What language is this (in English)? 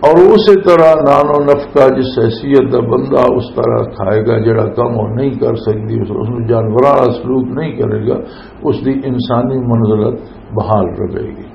Western Panjabi